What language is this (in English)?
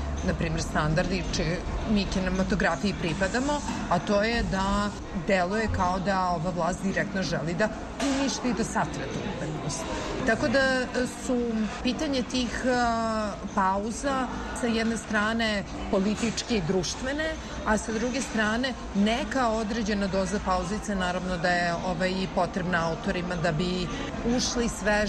Serbian